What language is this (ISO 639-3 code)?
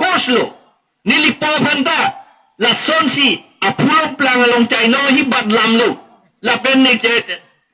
mjw